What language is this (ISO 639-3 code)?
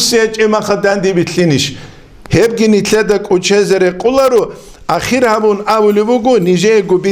ava